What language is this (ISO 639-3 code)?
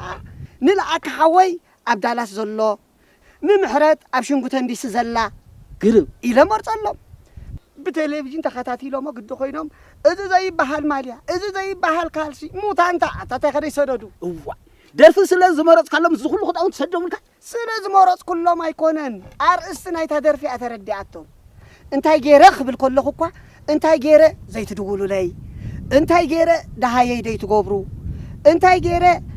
tir